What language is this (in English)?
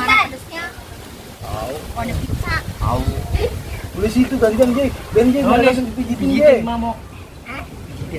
Betawi